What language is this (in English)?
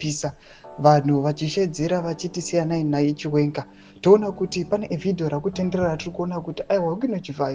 Shona